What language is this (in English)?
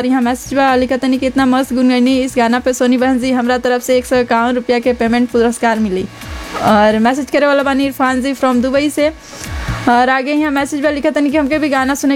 Bhojpuri